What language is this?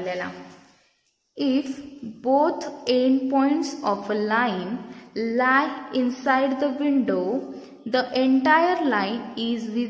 Marathi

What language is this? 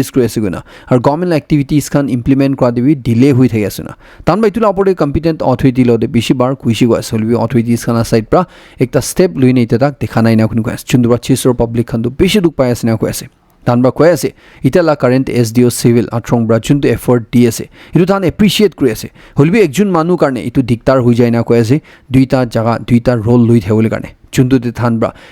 Naga Pidgin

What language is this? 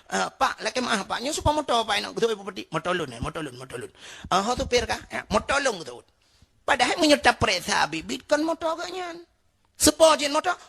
Achinese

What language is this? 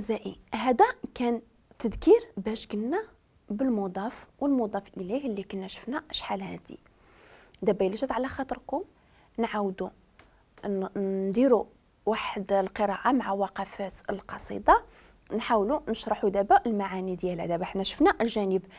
Moroccan Arabic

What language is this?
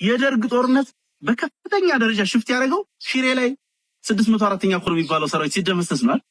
Amharic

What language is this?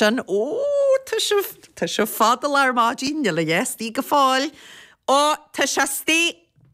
Irish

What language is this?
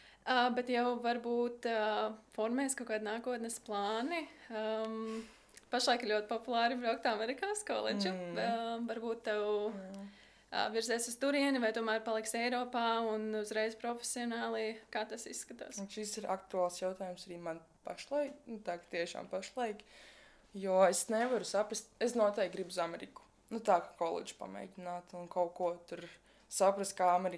Latvian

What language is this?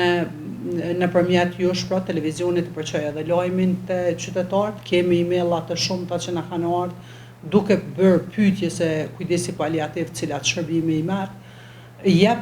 Albanian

